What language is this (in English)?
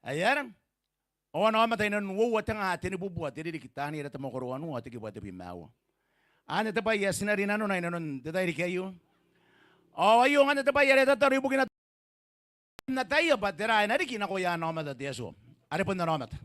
Gilbertese